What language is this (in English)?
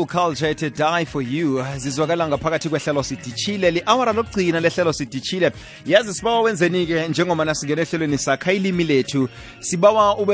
South Ndebele